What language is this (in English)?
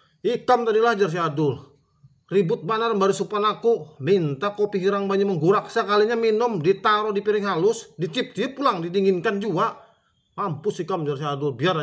Banjar